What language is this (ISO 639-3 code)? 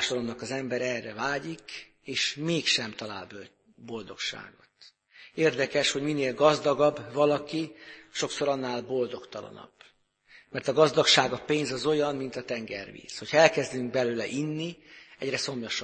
hun